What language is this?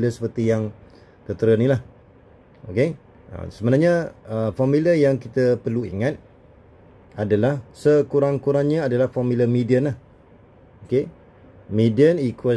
Malay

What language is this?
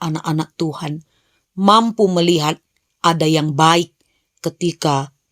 Batak Karo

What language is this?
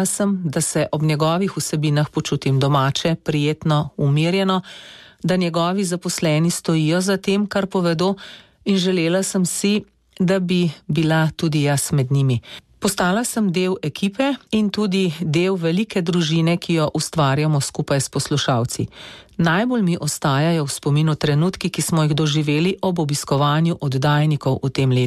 Slovenian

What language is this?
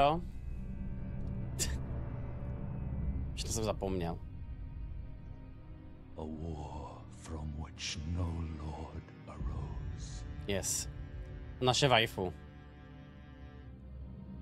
Czech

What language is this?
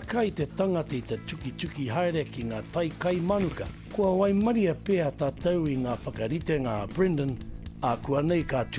Māori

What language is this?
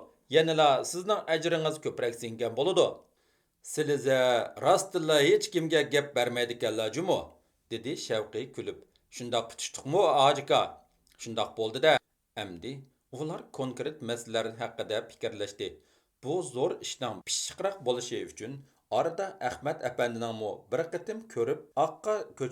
Uyghur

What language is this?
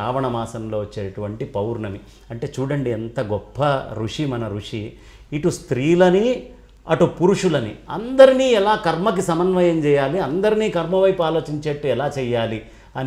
Telugu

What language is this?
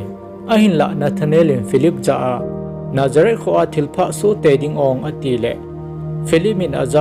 Thado Chin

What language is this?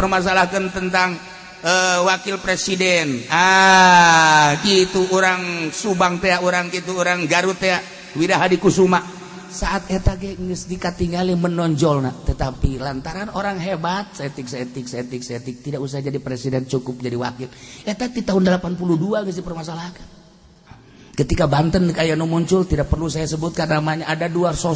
Sundanese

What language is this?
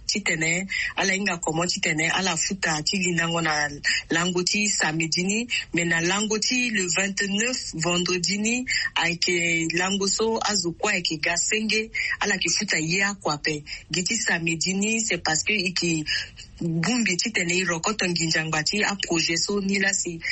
Sango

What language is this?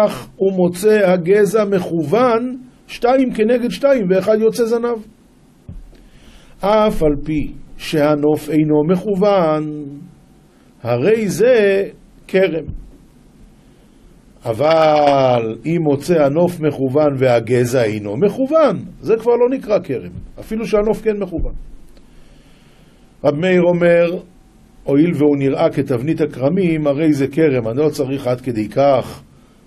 Hebrew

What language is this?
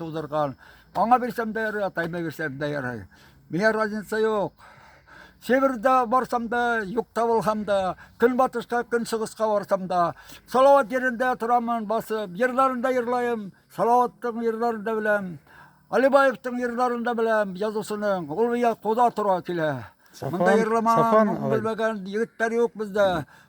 Bashkir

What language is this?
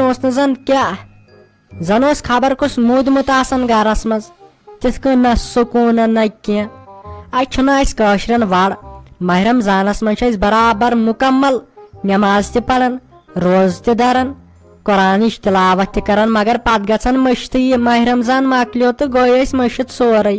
Kashmiri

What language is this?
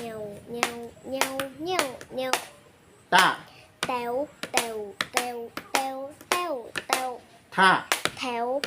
Shan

